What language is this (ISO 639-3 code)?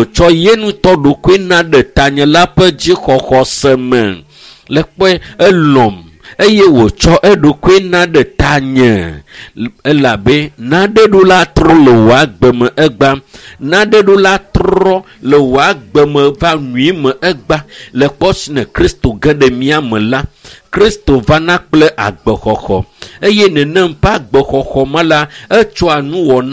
ewe